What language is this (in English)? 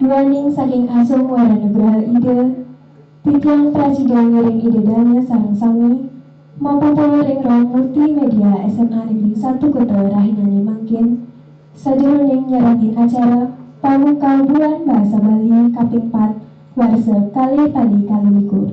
Balinese